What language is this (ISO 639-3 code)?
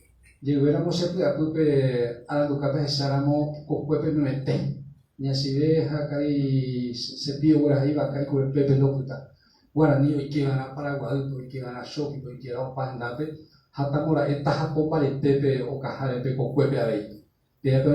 grn